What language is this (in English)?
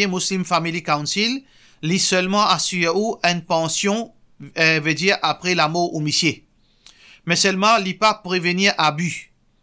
Morisyen